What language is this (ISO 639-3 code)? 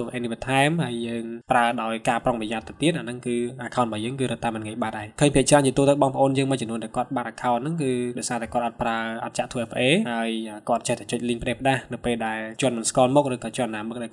khm